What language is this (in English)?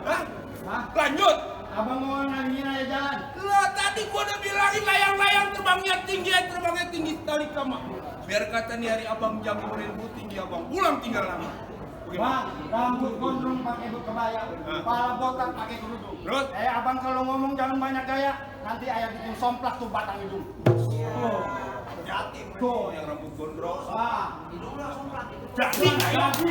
Betawi